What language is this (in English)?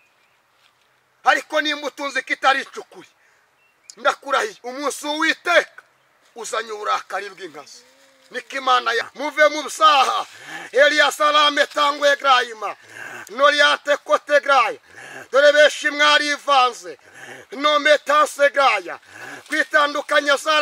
Kinyarwanda